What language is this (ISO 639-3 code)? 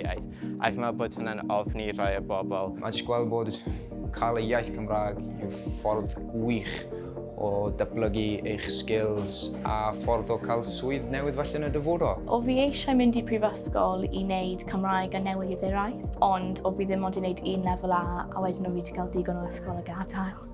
cym